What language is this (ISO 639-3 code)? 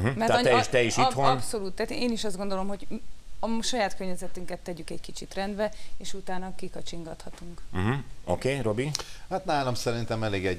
hun